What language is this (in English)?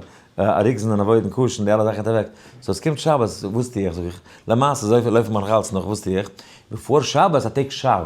Yiddish